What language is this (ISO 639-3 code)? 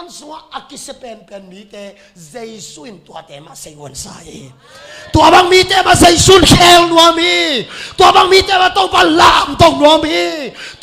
ctd